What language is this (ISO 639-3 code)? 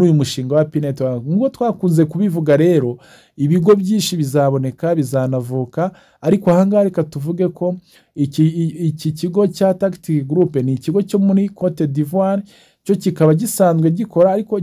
kin